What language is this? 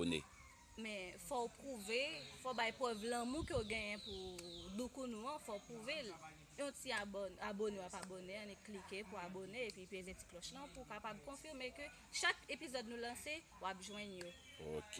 Haitian Creole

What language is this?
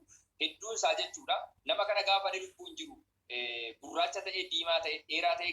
Oromo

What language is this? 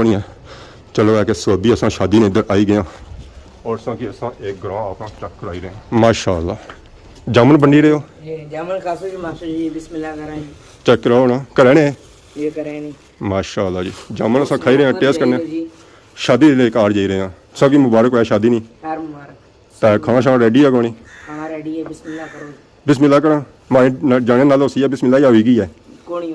Pahari-Potwari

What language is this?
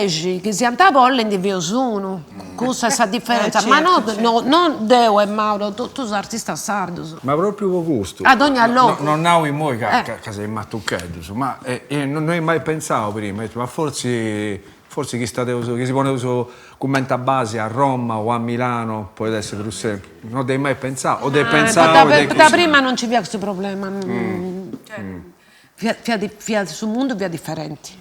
Sardinian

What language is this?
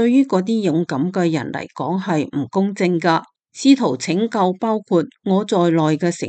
Cantonese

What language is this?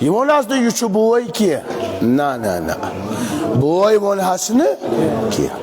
Kashmiri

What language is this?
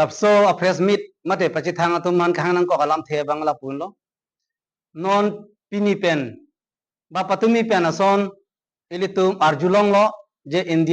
Karbi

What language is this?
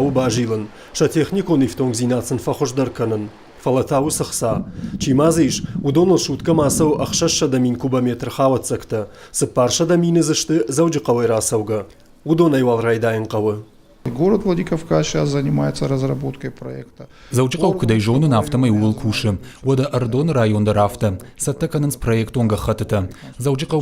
Ossetic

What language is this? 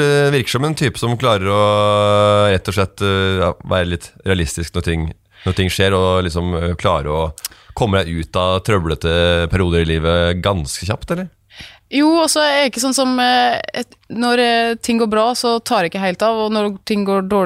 Norwegian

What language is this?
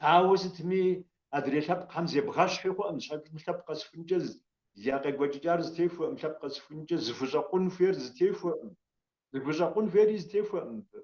Kabardian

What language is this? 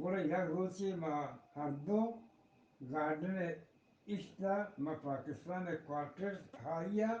Eastern Balochi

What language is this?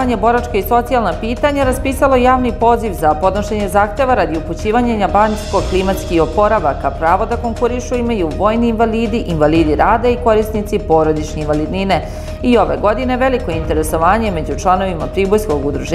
Serbian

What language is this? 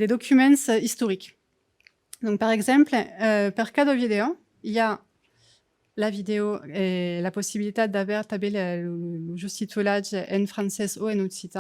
Occitan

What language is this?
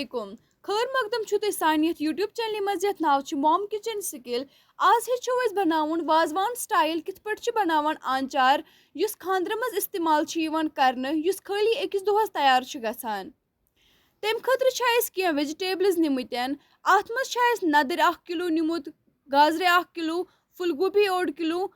Kashmiri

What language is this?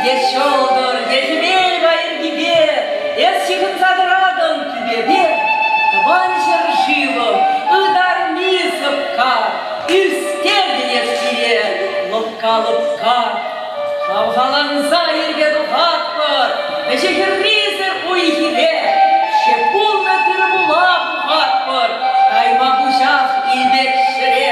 Chuvash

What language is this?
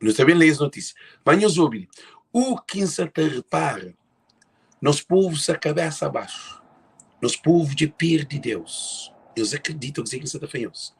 Kabuverdianu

